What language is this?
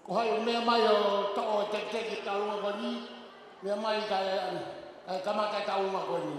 Tongan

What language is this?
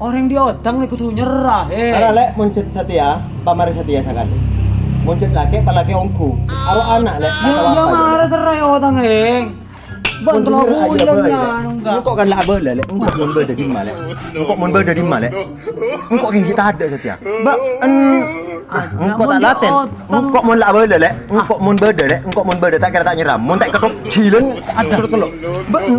Madurese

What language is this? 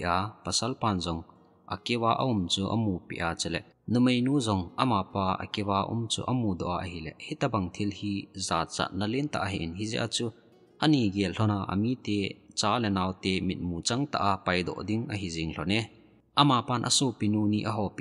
Thado Chin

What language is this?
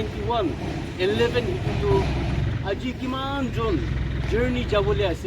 Naga Pidgin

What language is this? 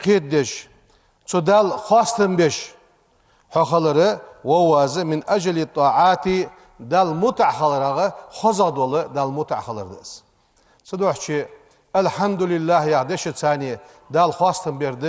Ingush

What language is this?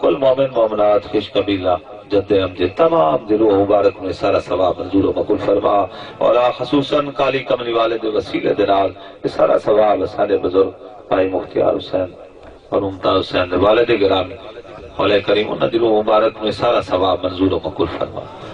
Saraiki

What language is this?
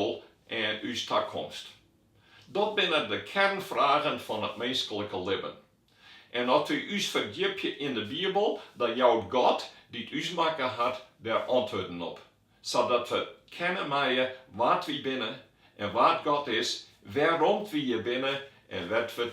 Western Frisian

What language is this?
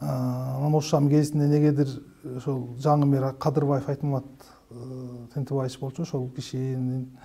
Kyrgyz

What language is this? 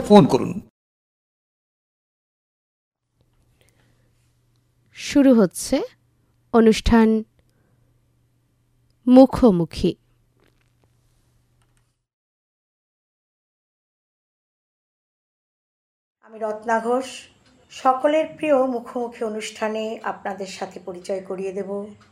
Bangla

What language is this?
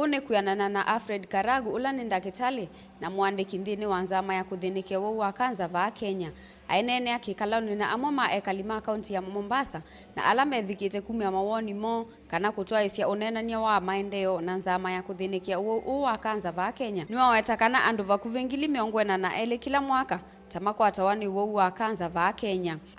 Kamba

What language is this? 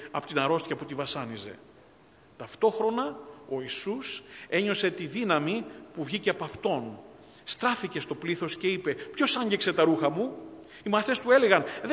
Greek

